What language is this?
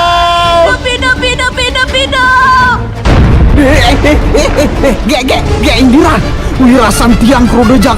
Balinese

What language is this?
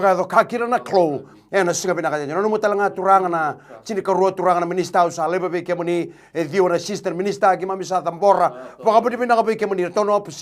Fijian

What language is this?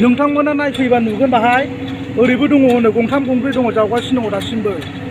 Bodo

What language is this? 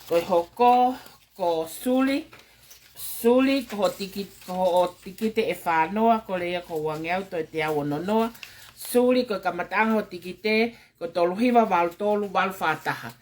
Tongan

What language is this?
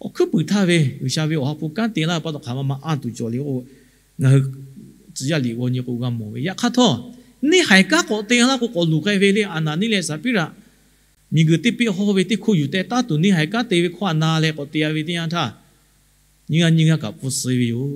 Lahu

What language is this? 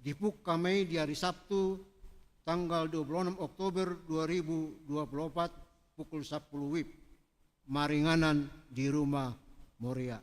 Batak Toba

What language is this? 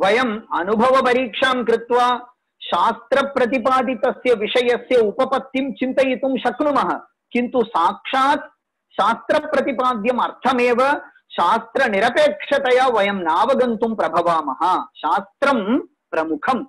Sanskrit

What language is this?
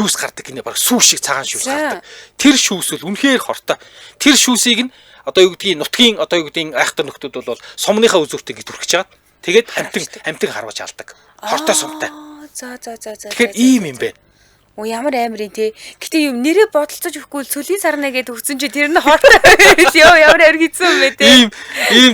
Mongolian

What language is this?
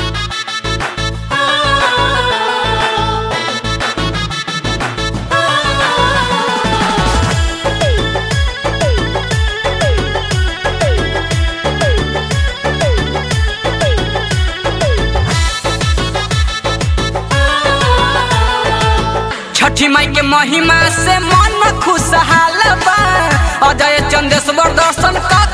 Bhojpuri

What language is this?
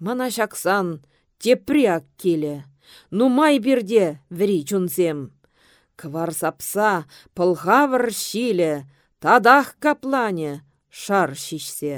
Chuvash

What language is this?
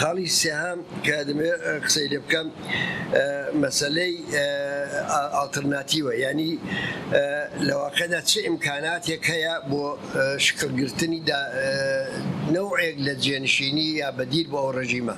Central Kurdish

